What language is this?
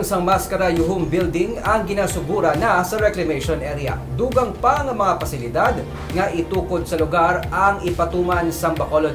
Hiligaynon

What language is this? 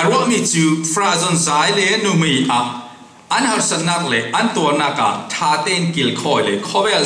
Falam Chin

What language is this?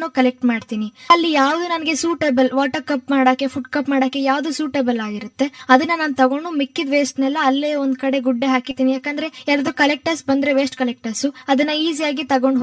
Kannada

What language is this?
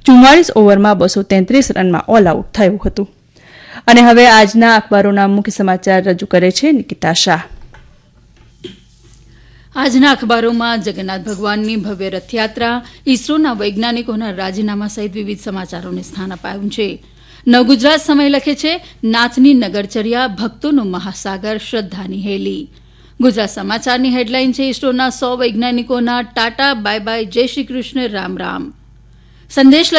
Gujarati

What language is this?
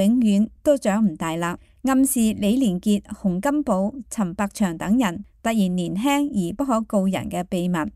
Cantonese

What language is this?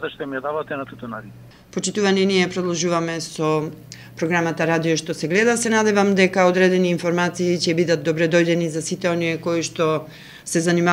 Macedonian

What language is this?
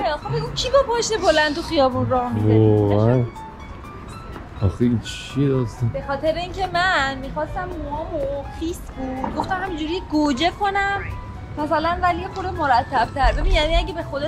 Persian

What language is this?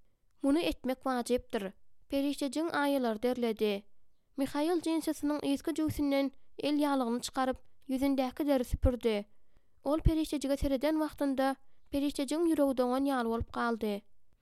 Turkmen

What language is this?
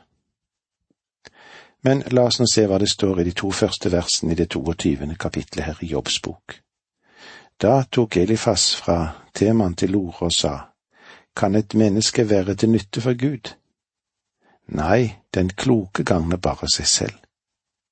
Norwegian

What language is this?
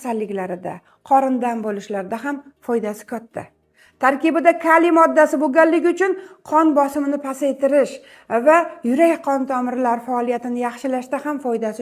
Uzbek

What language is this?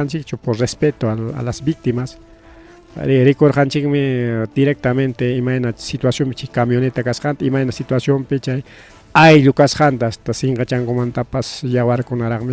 Ayacucho Quechua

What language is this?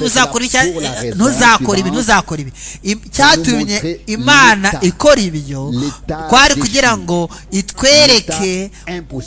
Kinyarwanda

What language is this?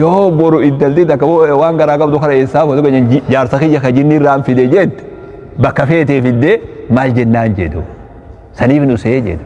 Oromo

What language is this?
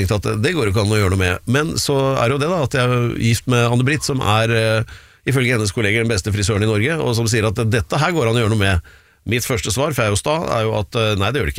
Norwegian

